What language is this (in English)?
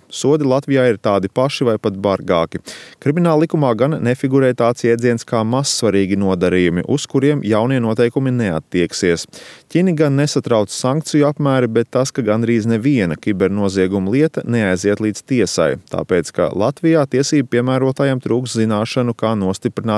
Latvian